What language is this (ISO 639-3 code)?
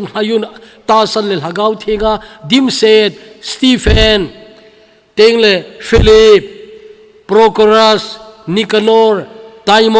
tcz